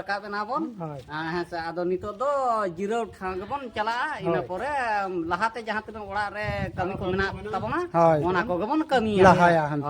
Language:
Santali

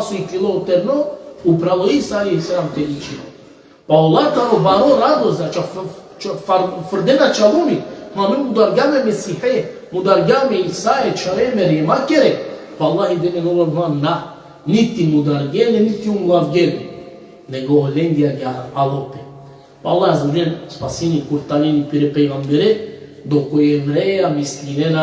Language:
Balkan Romani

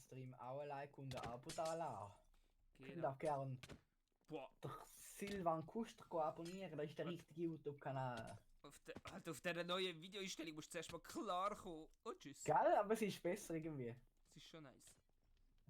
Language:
Swiss German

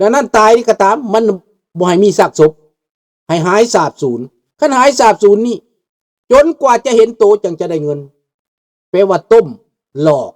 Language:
Lao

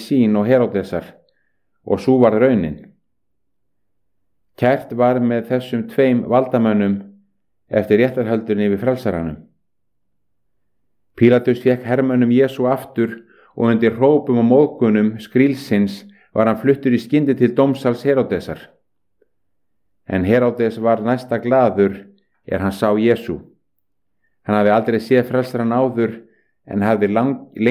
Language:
Icelandic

